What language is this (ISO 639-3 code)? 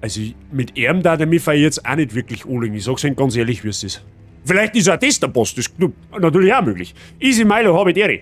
bar